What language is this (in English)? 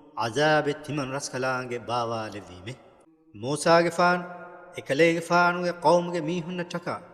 Divehi